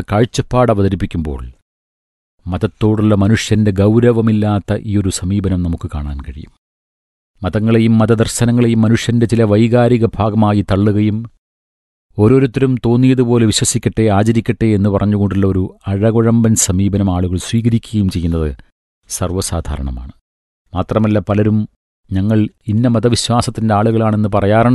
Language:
Malayalam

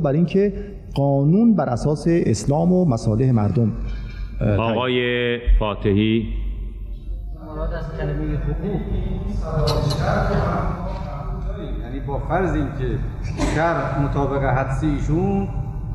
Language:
Persian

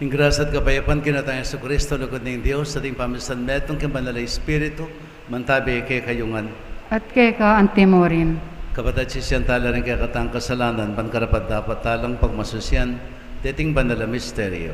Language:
Pampanga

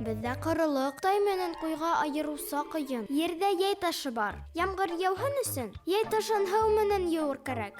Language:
Bashkir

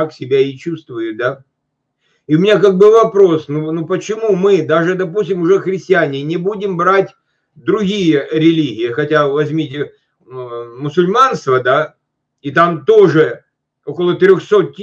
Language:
Russian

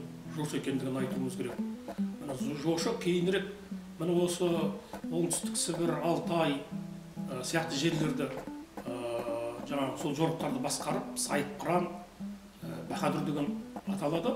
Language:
Kazakh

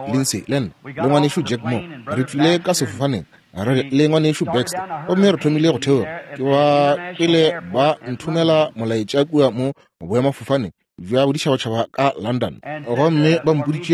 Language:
Northern Sotho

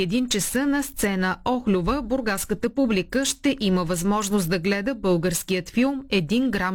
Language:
Bulgarian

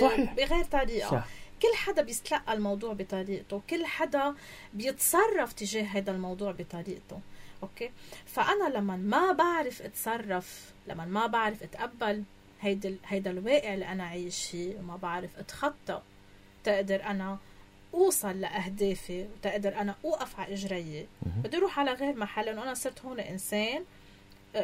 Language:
North Levantine Arabic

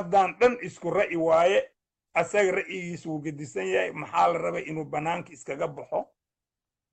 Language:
Somali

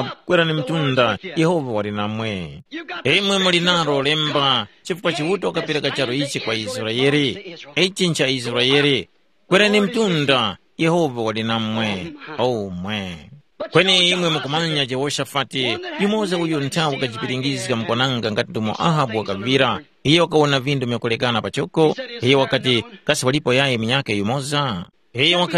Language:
Tumbuka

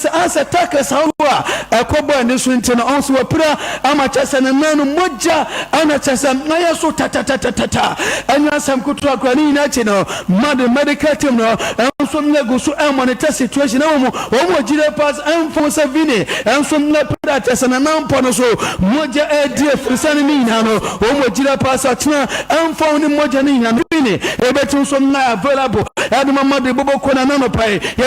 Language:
Akan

